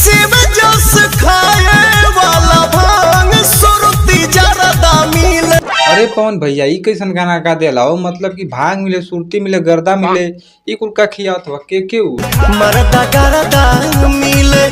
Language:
Bhojpuri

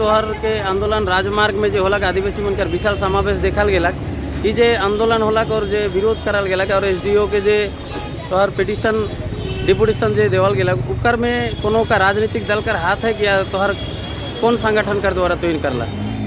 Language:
Sadri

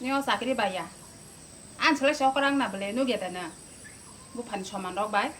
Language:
Kok Borok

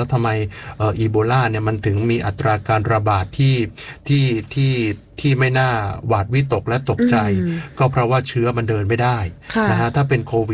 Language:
Thai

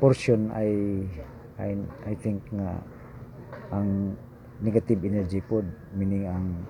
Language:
Cebuano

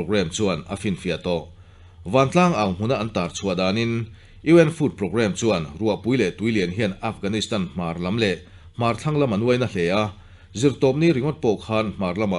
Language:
Mizo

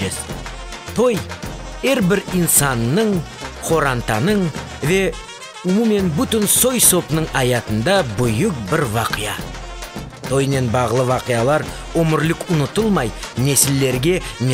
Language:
Crimean Tatar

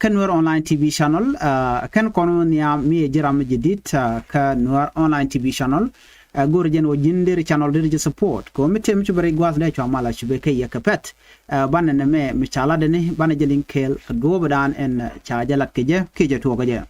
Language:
Nuer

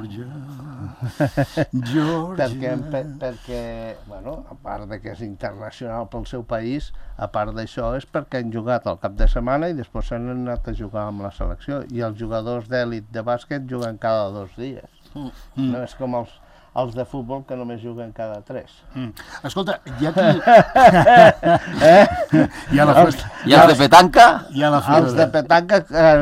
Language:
Catalan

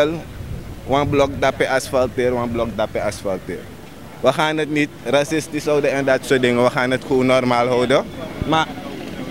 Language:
Sranan Tongo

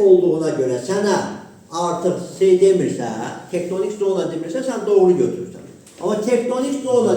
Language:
Azerbaijani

